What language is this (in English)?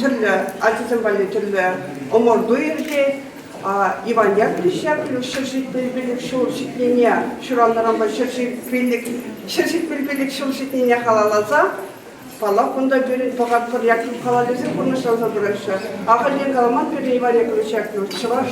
Chuvash